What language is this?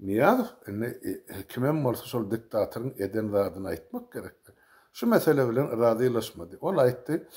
Turkmen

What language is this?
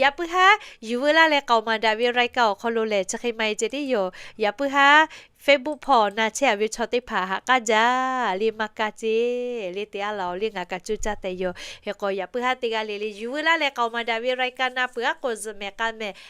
Lahu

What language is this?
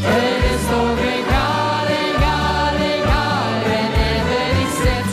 Limburgish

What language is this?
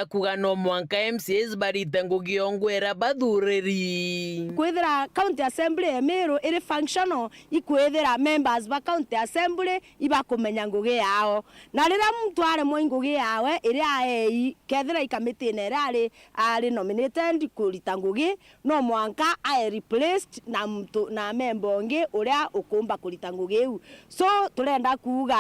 Meru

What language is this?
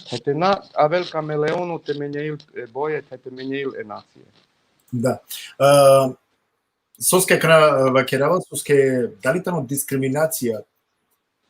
Balkan Romani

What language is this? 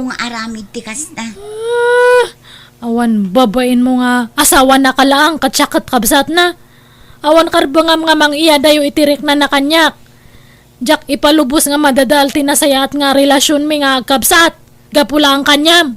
Iloko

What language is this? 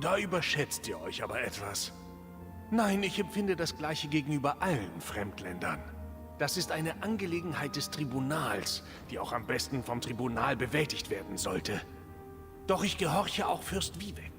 Swiss German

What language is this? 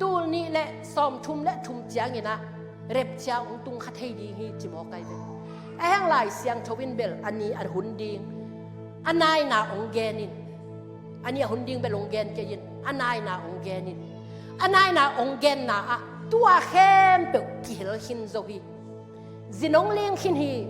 Tedim Chin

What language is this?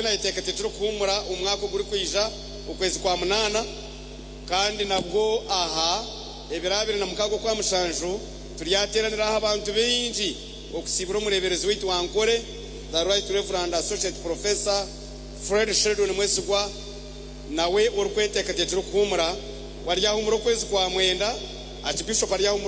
Nyankole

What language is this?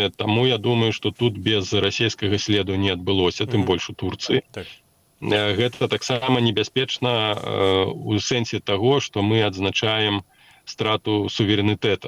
Belarusian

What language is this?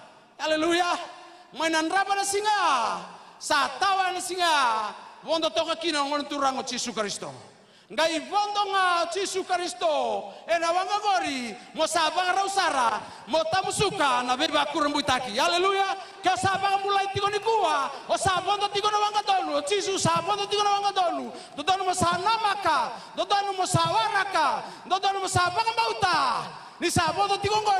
Fijian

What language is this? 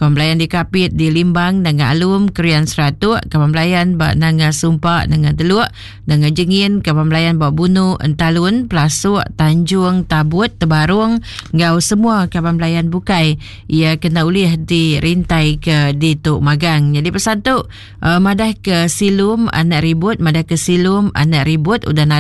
Iban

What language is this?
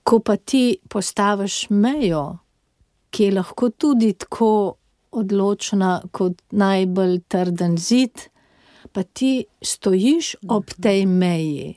Slovenian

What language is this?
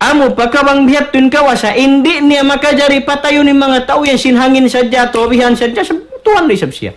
Tausug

